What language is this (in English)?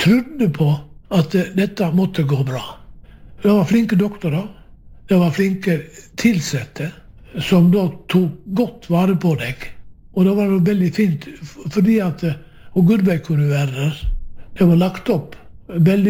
Norwegian